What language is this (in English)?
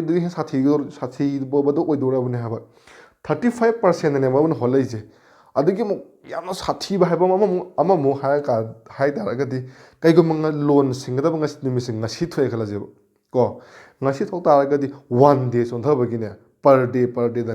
Manipuri